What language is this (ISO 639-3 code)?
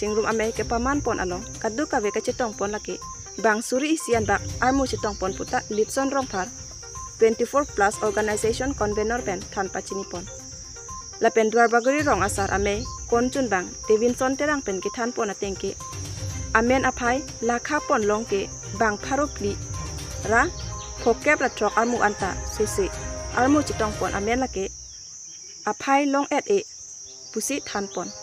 mjw